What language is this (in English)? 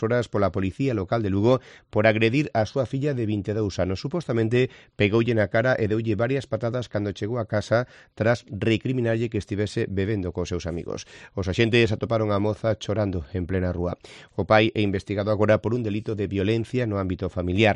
Galician